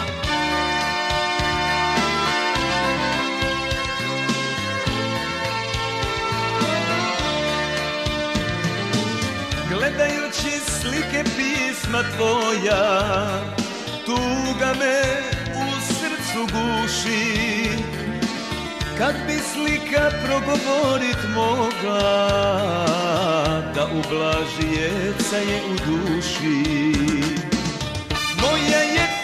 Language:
Croatian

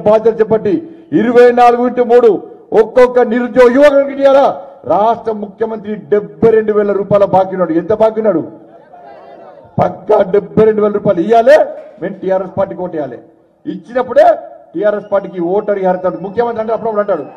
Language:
Telugu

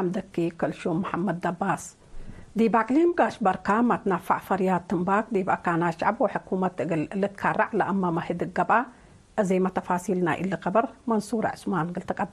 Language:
Tigre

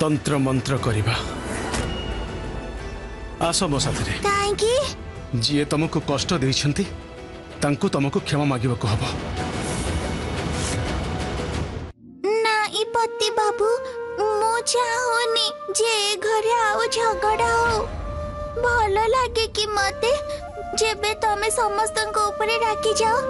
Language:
Odia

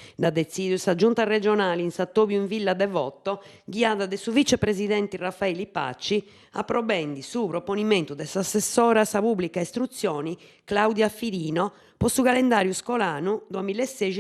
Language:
Sardinian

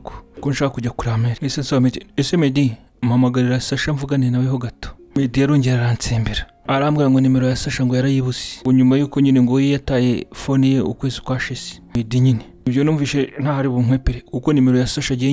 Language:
Kinyarwanda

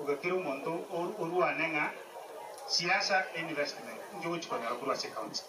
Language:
Gusii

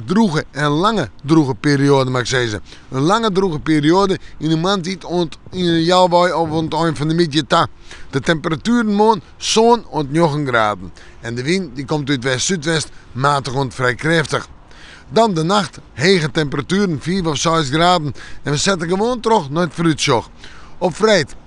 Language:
Western Frisian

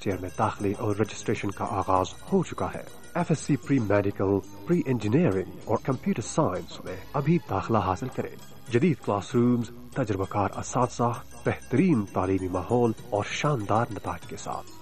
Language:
Urdu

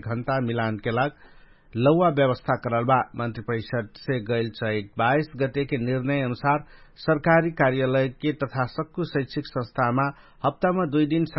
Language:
Dangaura Tharu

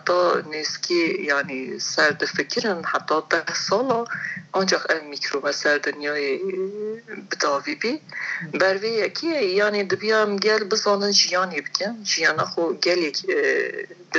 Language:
Kurdish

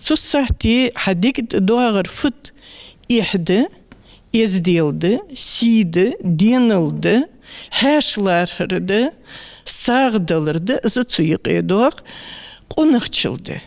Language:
Ingush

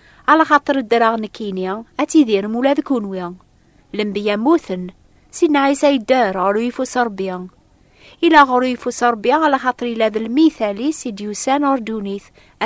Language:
Kabyle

